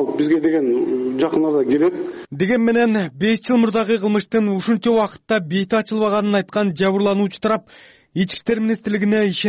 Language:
Kyrgyz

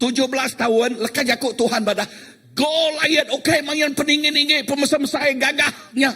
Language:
Iban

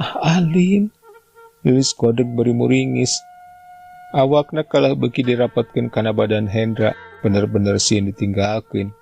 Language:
Sundanese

